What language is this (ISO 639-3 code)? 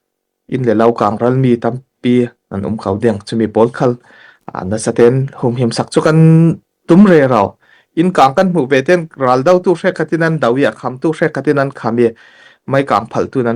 cfm